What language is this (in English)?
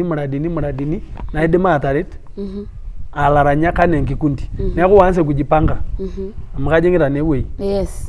Masai